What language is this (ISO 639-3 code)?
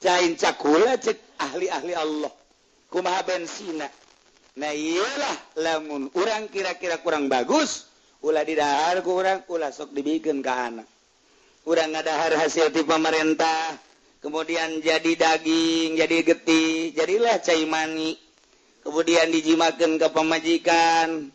sun